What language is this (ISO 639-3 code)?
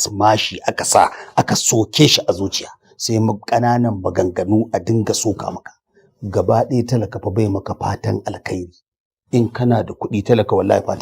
hau